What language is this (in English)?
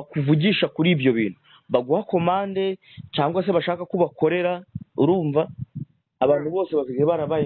Kinyarwanda